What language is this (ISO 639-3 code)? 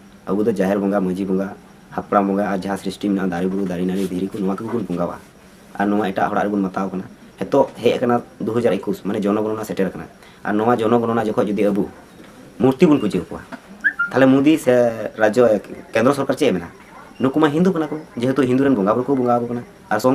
sat